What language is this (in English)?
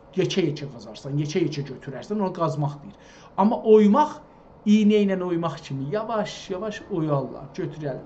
South Azerbaijani